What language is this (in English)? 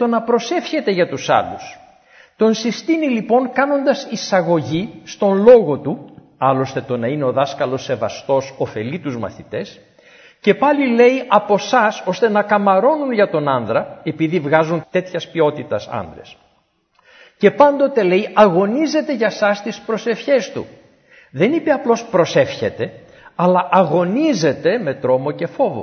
Greek